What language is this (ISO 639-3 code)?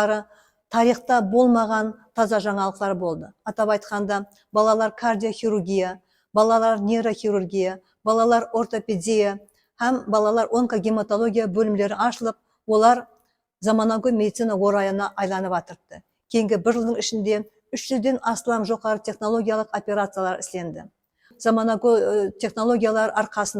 kaa